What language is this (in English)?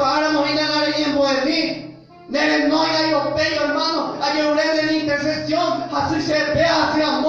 Guarani